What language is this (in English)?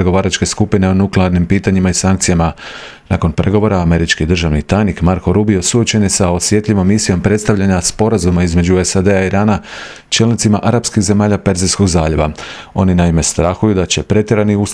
Croatian